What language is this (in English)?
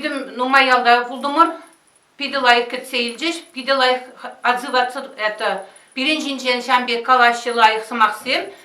Chuvash